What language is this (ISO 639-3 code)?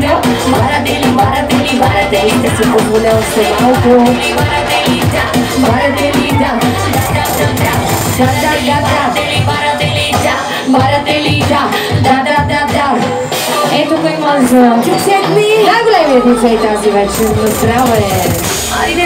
bul